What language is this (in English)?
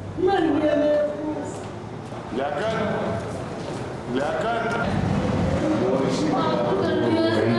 Hindi